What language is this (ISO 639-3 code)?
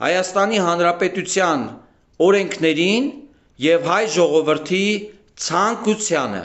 hye